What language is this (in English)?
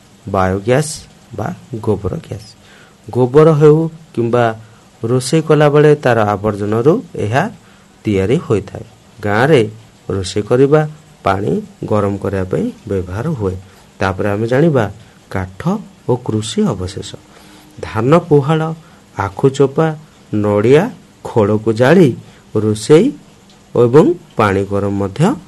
Odia